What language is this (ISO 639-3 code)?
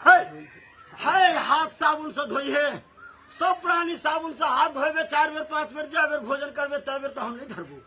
mai